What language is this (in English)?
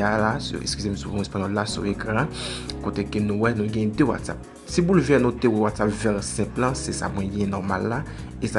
Haitian Creole